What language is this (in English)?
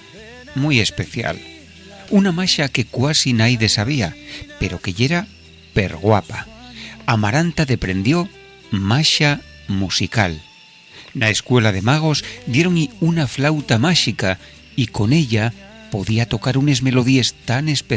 Asturian